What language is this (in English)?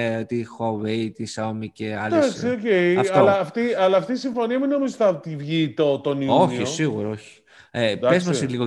Greek